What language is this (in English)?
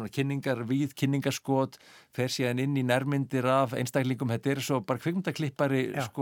Icelandic